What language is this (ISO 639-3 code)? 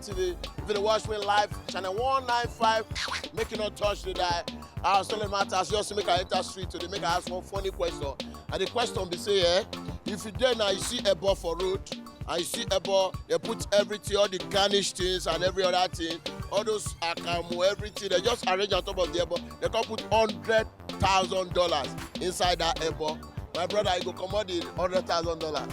pcm